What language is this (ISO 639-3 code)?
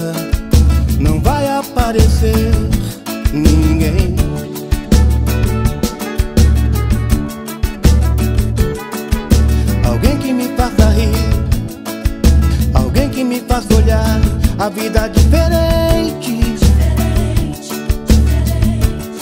por